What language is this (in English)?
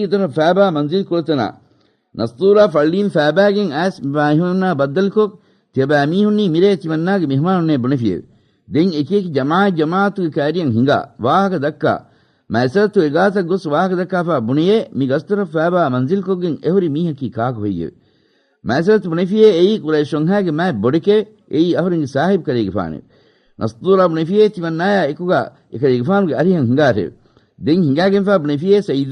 Divehi